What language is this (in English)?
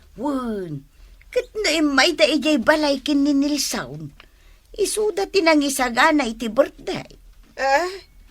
Iloko